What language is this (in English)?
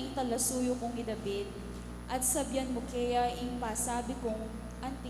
Pampanga